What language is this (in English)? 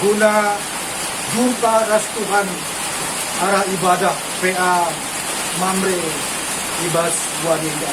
Batak Karo